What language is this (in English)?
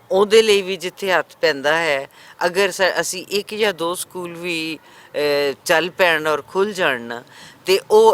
Western Panjabi